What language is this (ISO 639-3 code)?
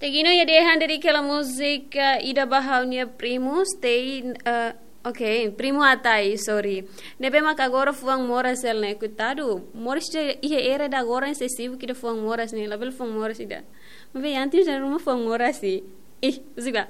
tet